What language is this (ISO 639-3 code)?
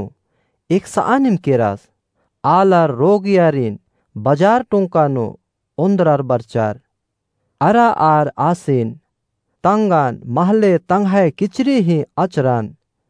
kru